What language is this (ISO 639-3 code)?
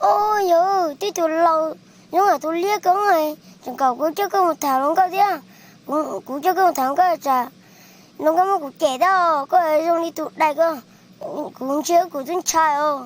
hmn